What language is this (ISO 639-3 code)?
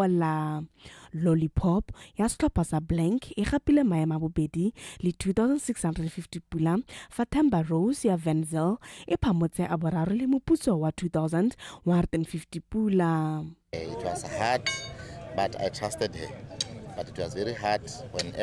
tsn